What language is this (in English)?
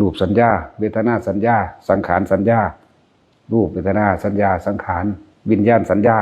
Northeastern Thai